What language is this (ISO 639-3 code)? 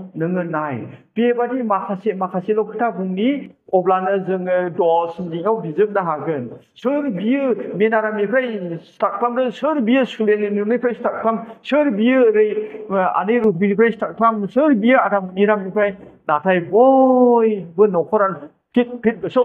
brx